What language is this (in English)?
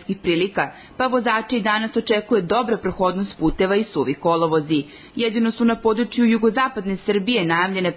Serbian